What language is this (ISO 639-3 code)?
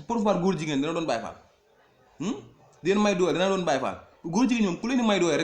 wol